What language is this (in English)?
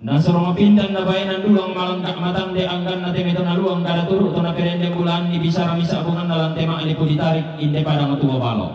Toraja-Sa'dan